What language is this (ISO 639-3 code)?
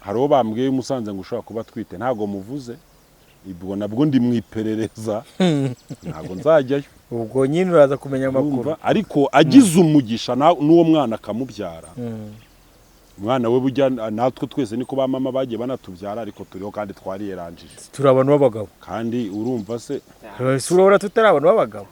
kin